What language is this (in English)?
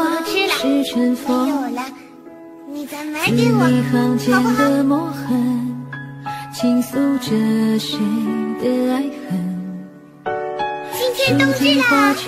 Chinese